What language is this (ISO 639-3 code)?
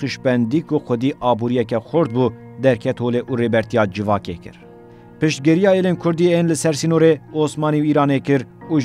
kur